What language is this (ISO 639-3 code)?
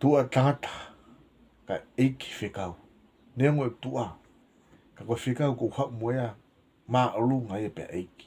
ton